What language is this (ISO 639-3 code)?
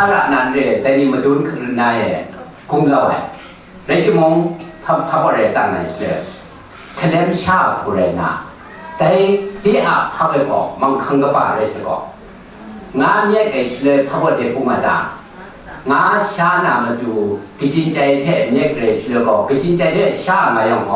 kac